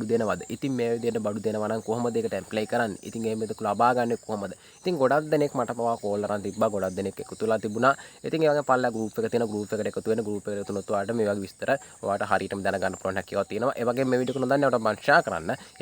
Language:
Sinhala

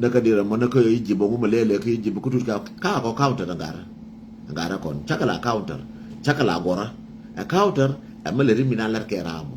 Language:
Nuer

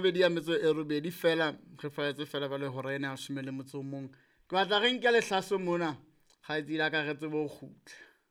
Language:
Southern Sotho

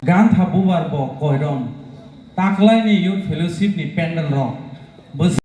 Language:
Kok Borok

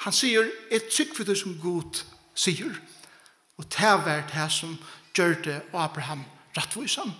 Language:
Faroese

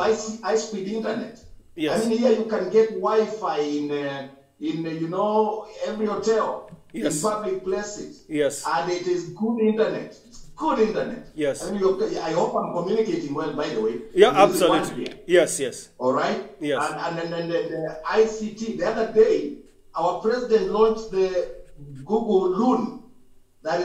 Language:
English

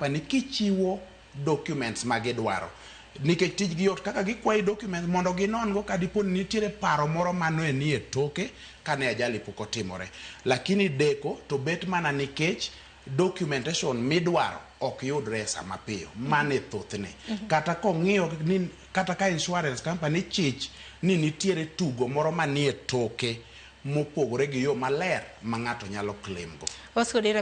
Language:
Luo (Kenya and Tanzania)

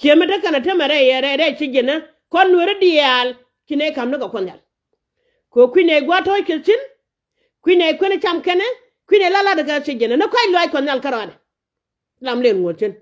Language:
Nuer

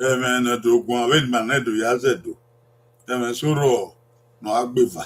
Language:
Bini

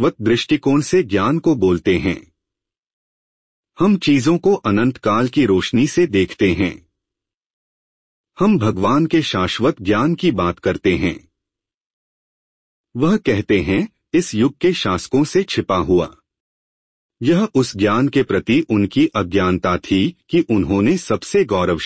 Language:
Hindi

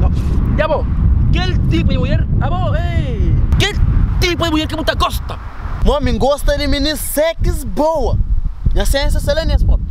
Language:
Kabuverdianu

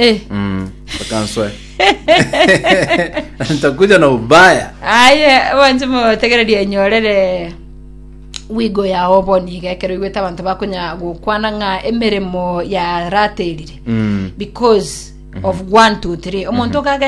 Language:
Gusii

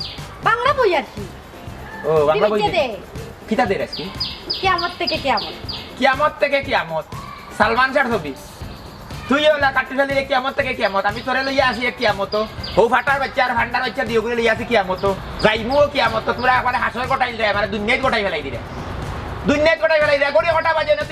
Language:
Sylheti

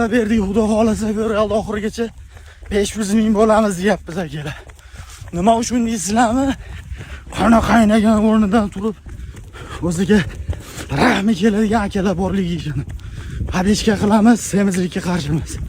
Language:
Uzbek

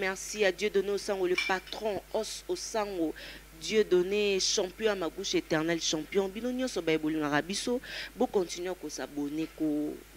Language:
Lingala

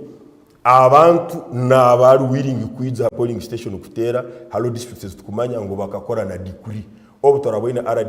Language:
Nyankole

